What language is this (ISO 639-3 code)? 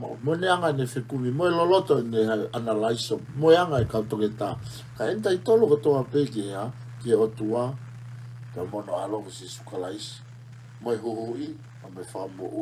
ton